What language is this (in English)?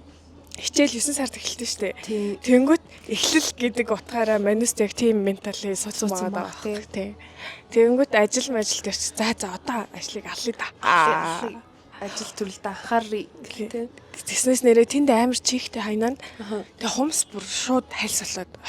Mongolian